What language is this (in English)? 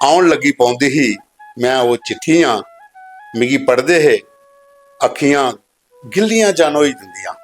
Dogri